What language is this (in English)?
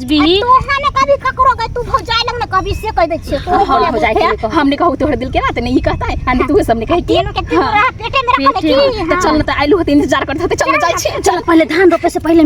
Maithili